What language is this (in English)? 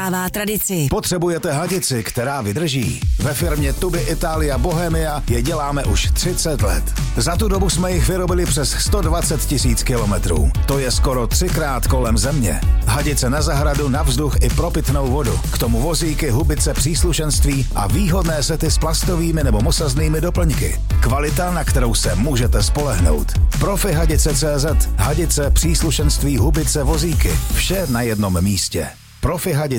Czech